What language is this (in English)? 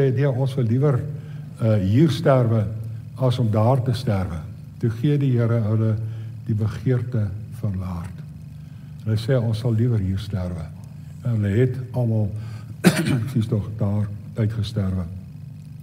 Afrikaans